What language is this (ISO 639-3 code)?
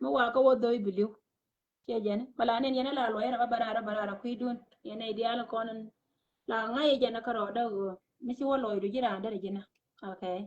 nus